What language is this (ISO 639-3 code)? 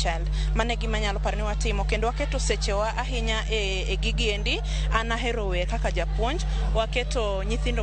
luo